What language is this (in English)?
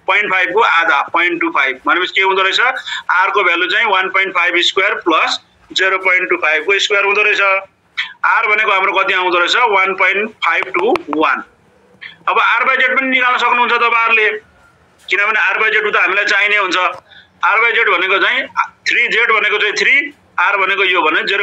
Nepali